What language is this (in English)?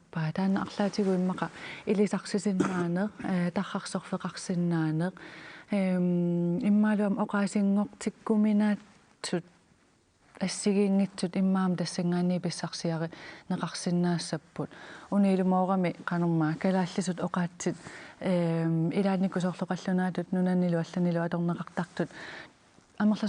Kalaallisut